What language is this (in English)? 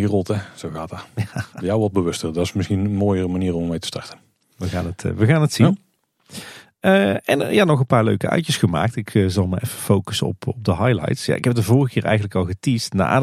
Dutch